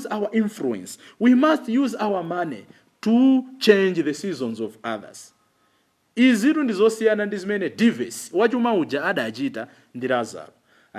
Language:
Nyanja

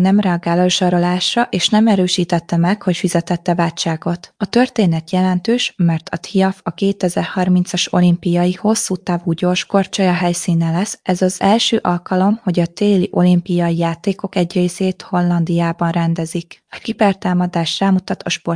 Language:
Hungarian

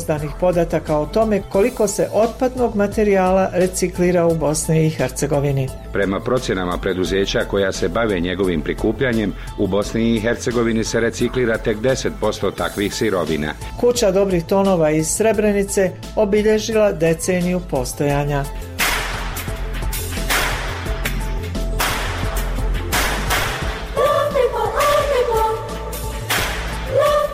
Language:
Bosnian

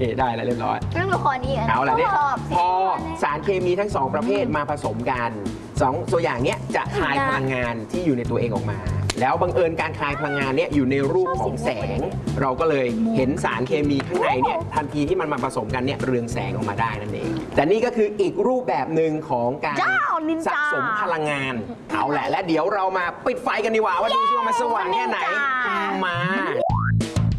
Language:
Thai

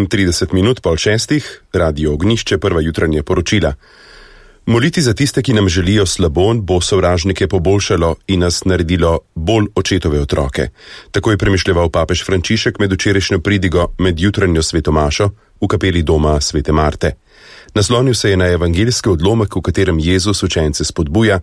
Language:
Slovenian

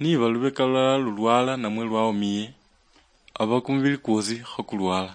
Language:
Luyia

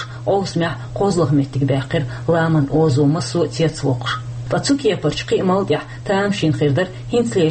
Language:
Chechen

